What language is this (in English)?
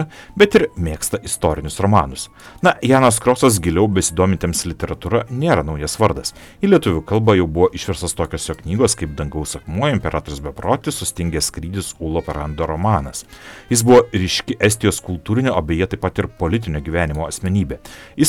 Lithuanian